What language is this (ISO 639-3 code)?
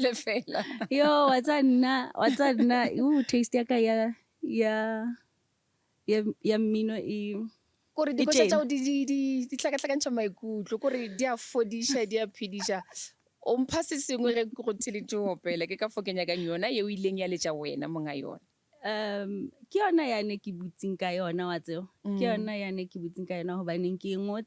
nso